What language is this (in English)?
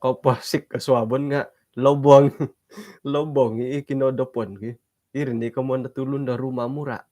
Central Dusun